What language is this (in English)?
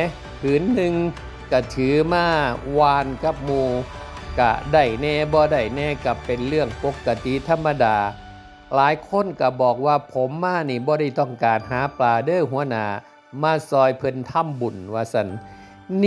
Northeastern Thai